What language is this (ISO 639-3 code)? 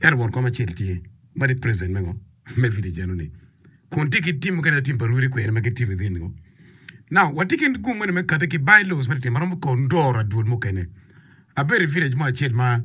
ach